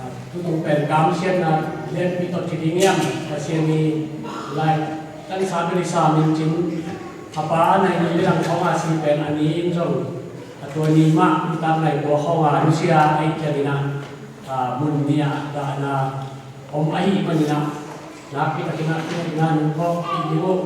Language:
Tedim Chin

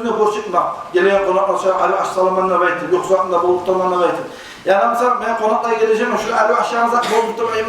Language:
Kumyk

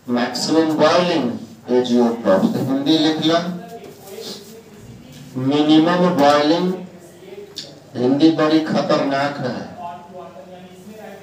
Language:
Hindi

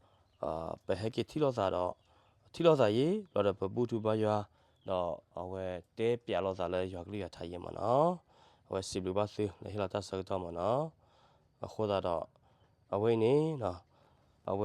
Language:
S'gaw Karen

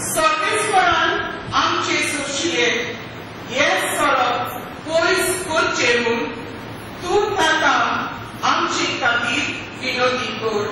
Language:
Konkani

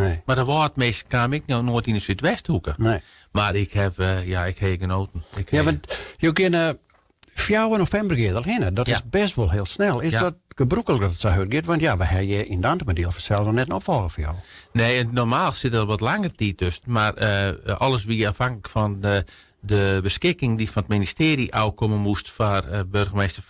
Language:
Western Frisian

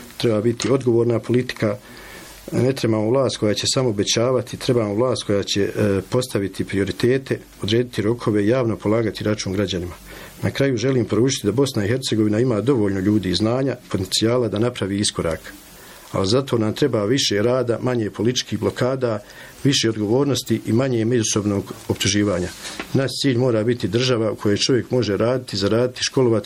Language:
Bosnian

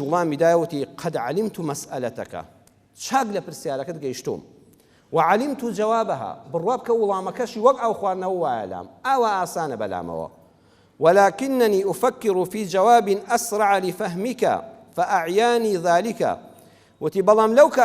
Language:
Central Kurdish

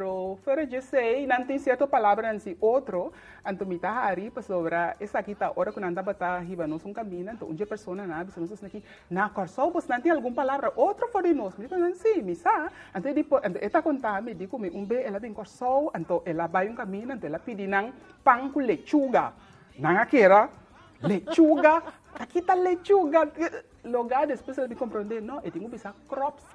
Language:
Papiamento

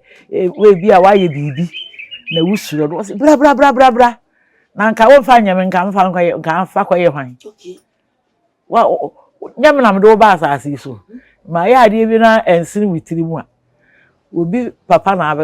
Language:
Akan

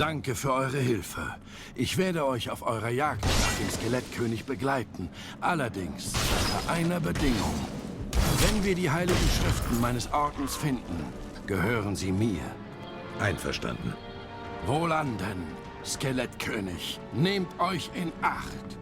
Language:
Swiss German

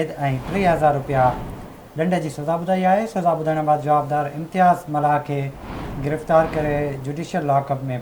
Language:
Sindhi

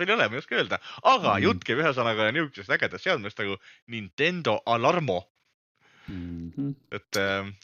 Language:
Estonian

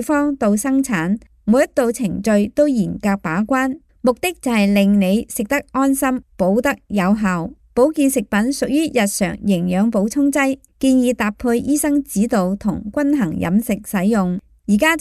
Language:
Cantonese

